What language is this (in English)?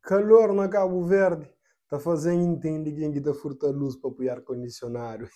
Kabuverdianu